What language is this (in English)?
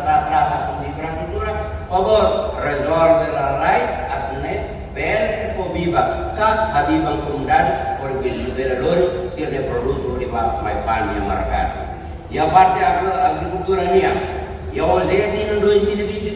Tetum